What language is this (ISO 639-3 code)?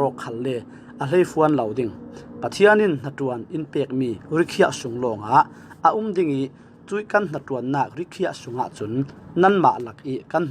cfm